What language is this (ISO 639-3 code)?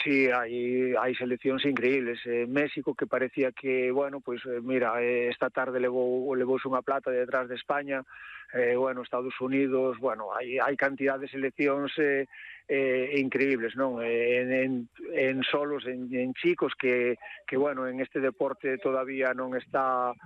glg